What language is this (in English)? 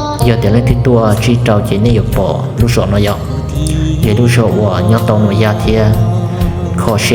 Hmong